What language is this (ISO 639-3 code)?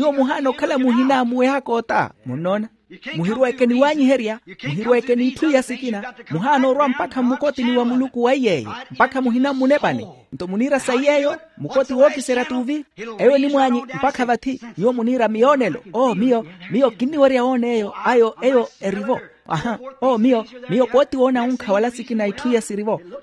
vmw